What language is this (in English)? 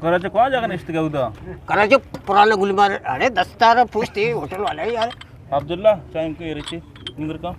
Eastern Balochi